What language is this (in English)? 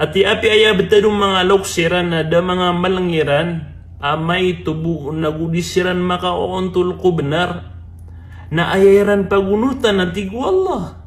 Maranao